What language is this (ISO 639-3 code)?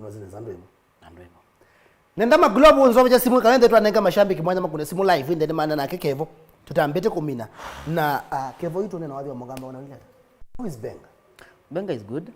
kam